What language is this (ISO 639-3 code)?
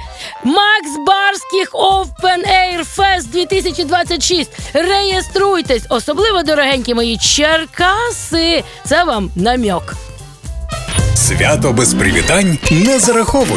ukr